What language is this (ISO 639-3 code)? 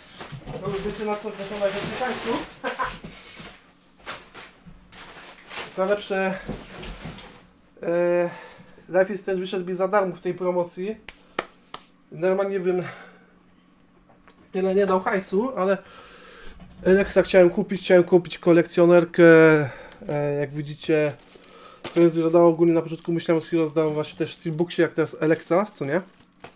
pol